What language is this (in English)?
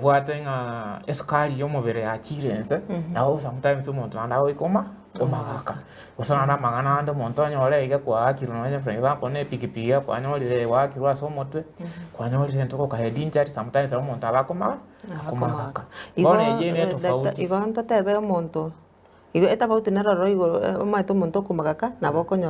Gusii